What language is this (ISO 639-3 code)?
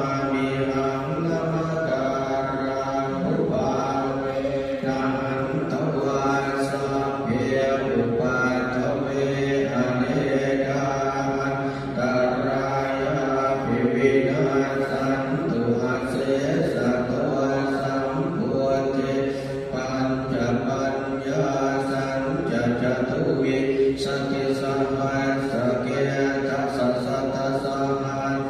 pli